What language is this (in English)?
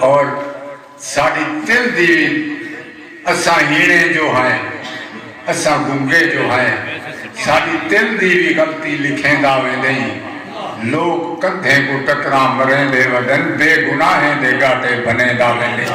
Saraiki